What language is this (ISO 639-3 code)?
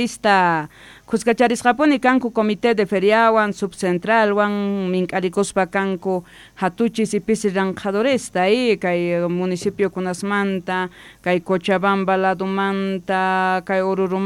quh